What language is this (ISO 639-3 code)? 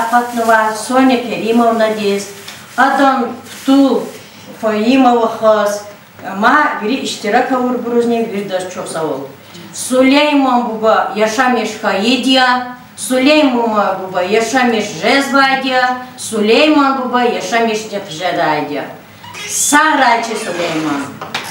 lez